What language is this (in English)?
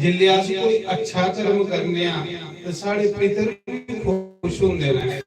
Dogri